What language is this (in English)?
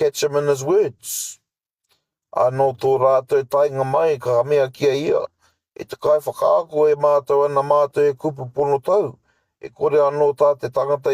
Māori